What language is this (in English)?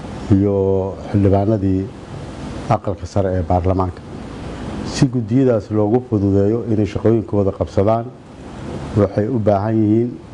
Somali